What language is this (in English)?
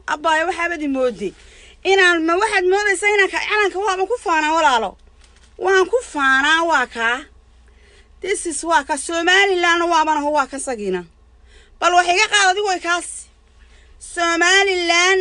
Somali